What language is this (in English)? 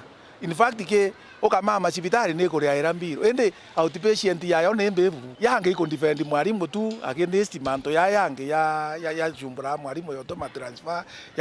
Meru